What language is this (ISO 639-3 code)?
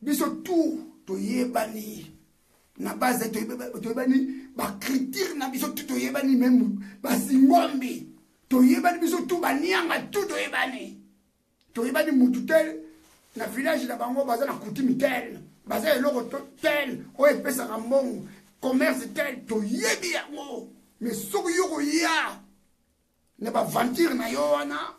lin